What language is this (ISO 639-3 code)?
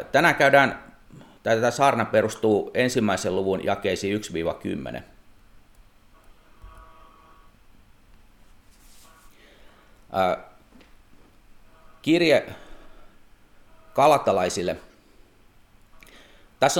fin